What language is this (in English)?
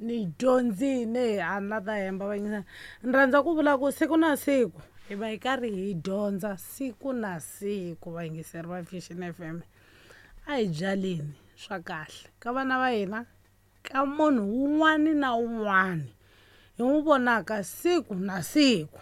Tsonga